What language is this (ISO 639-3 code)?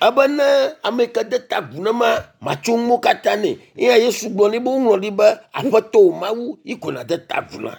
ewe